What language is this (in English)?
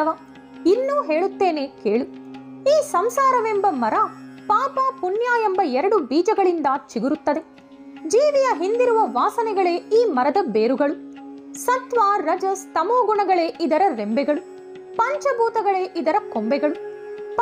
Kannada